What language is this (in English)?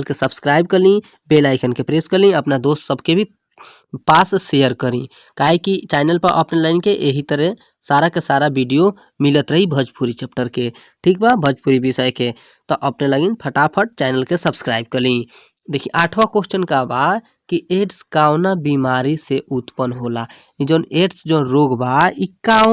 Bhojpuri